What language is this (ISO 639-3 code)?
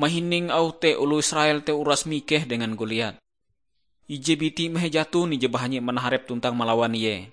nij